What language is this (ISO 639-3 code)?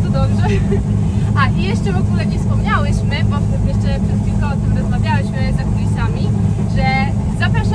pol